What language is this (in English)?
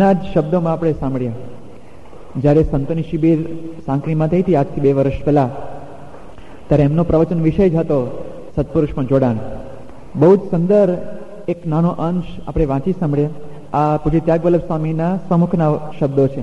Gujarati